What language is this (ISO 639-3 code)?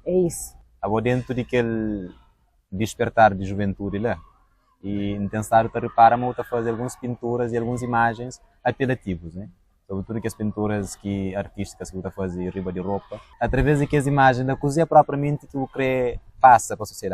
kea